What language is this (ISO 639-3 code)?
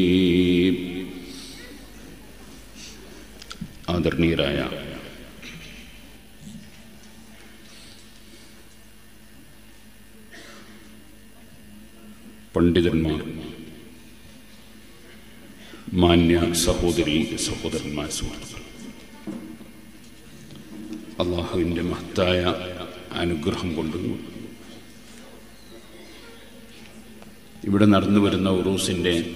mal